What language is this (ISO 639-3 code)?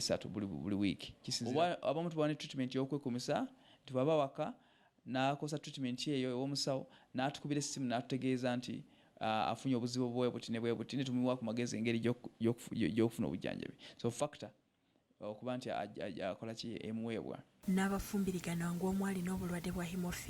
lug